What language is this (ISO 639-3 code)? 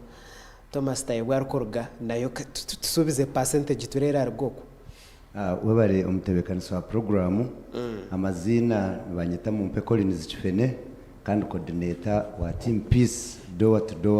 nyn